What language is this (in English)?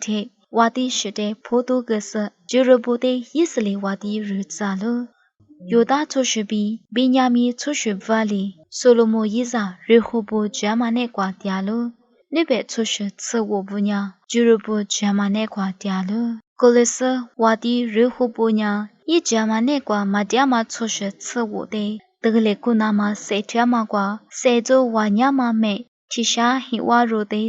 Lisu